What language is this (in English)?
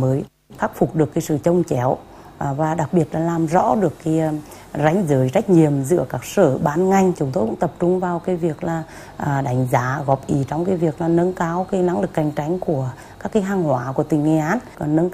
Vietnamese